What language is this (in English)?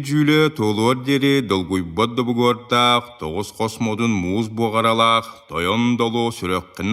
Yakut